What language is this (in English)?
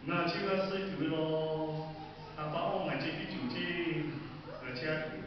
Lahu